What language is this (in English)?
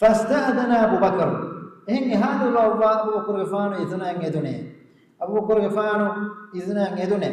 Divehi